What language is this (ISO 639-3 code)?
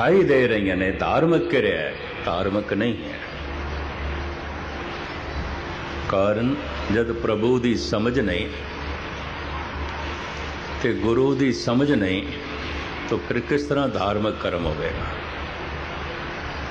pan